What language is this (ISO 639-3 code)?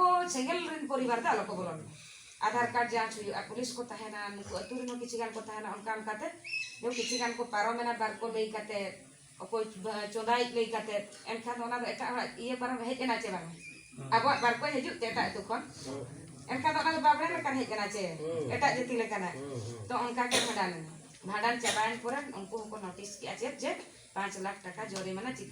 sat